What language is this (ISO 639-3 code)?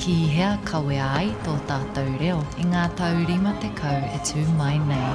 mri